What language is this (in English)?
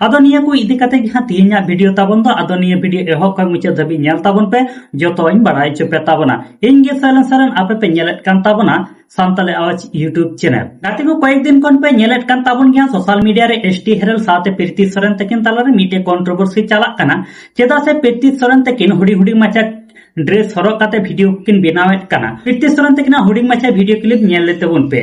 Santali